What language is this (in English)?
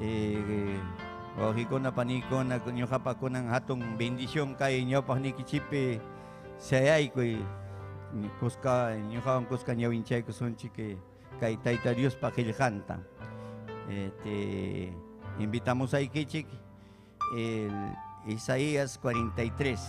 Ayacucho Quechua